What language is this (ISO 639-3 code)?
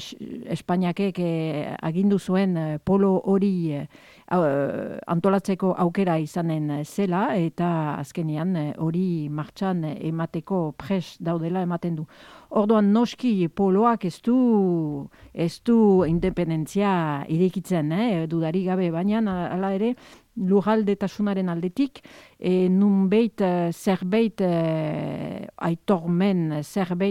eus